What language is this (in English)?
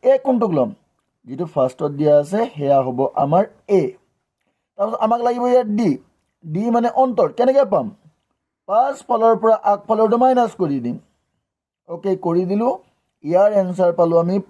Assamese